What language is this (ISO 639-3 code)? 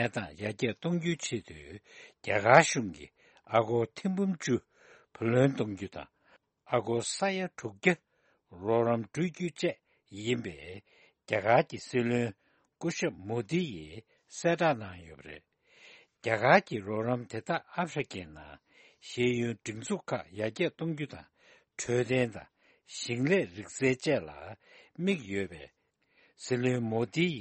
bod